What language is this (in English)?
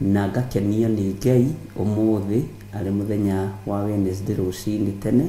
Kikuyu